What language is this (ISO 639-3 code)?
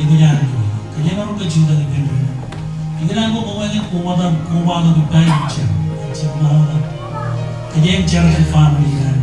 mah